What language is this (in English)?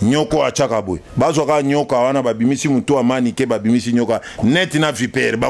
Lingala